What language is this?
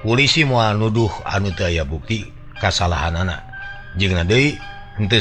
Sundanese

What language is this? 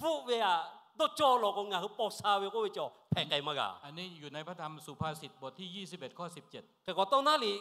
Lahu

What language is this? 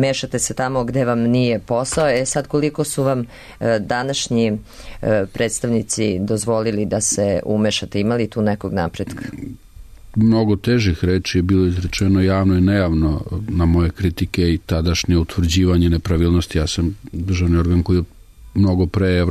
Serbian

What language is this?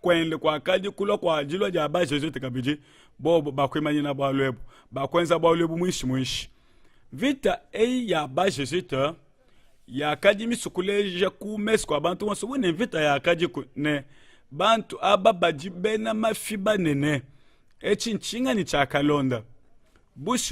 Luba-Lulua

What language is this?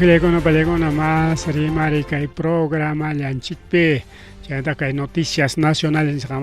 Ayacucho Quechua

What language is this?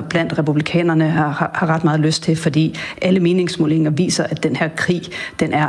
Danish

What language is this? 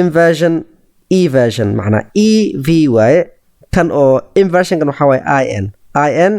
Somali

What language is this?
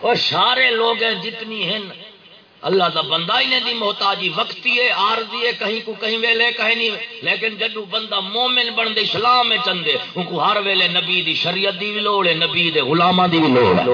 Saraiki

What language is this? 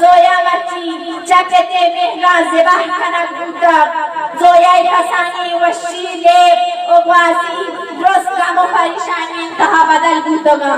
Eastern Balochi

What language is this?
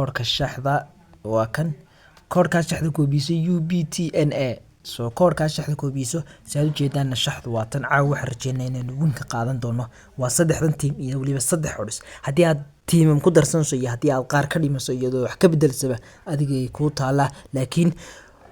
Somali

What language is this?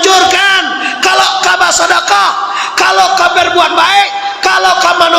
Minangkabau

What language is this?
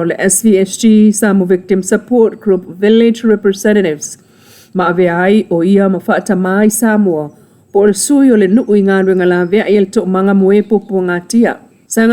Samoan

